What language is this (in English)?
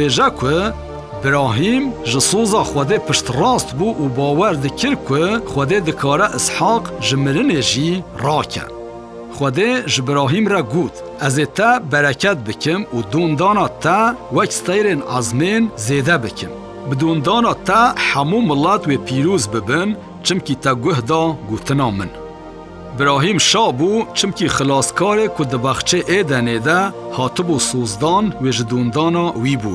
Kurdish